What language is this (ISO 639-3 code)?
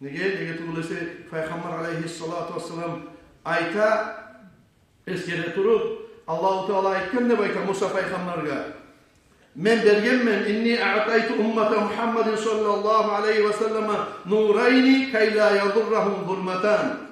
kum